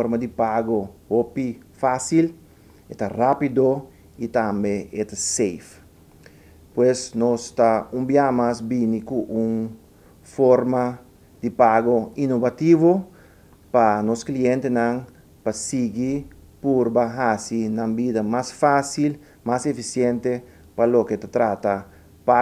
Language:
Papiamento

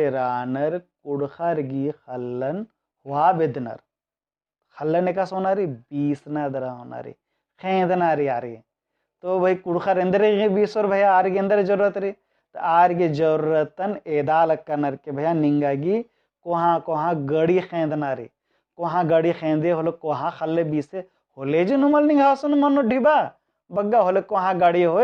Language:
Kurukh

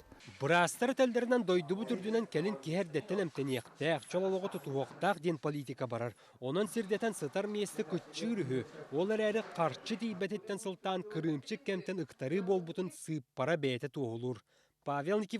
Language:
Yakut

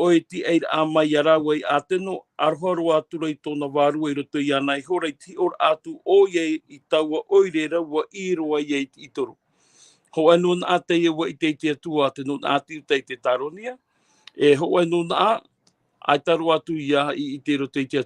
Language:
Tahitian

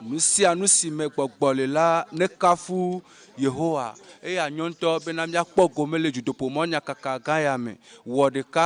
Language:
Ewe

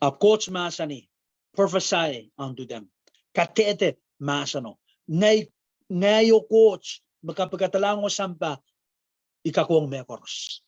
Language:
Pohnpeian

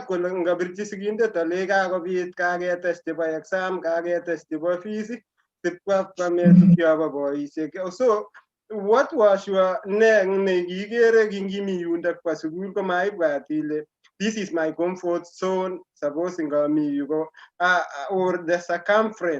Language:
Kalenjin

